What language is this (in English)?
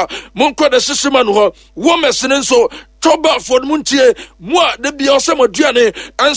Akan